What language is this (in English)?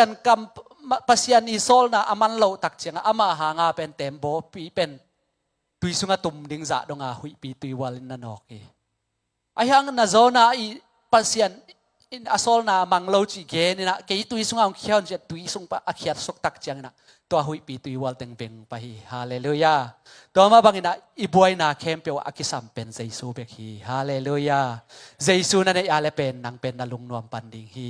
Tedim Chin